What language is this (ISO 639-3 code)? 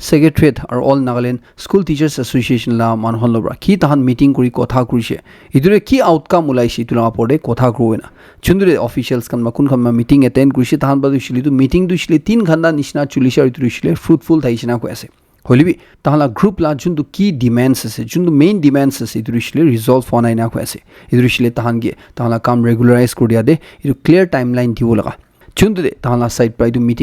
nag